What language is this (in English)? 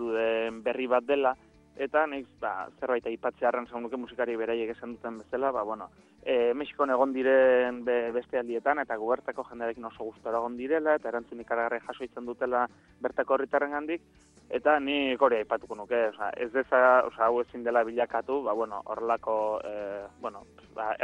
Basque